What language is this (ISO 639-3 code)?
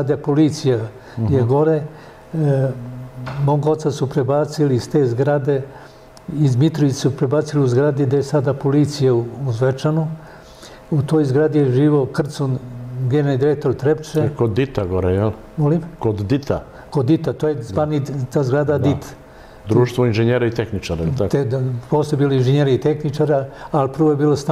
srp